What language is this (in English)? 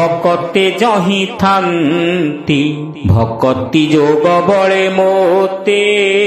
Odia